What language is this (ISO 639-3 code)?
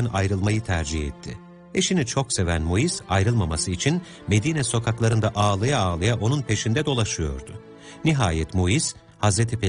tur